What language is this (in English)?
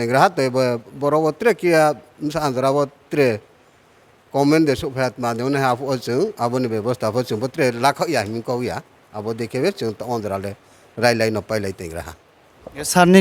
Riang (India)